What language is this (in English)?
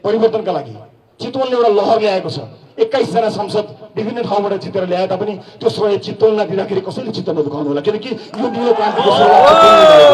Nepali